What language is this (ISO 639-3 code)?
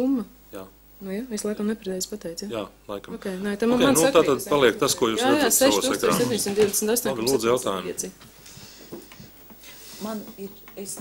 lav